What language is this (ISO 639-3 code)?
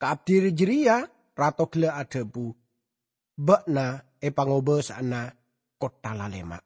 mad